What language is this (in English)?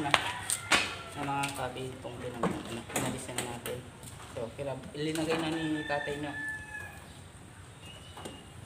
Filipino